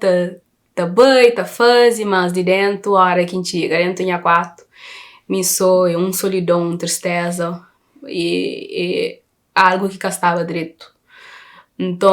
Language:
Kabuverdianu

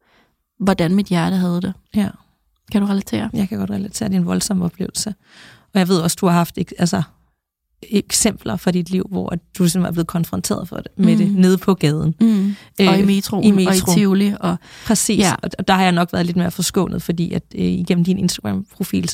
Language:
Danish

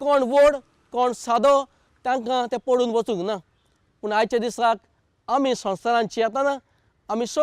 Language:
Konkani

